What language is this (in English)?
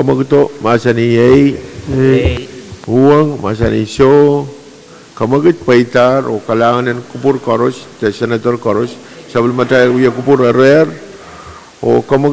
Pohnpeian